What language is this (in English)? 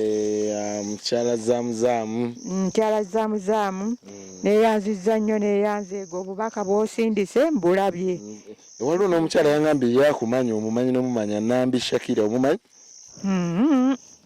Ganda